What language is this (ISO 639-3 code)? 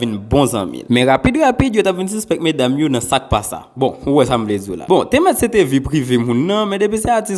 hat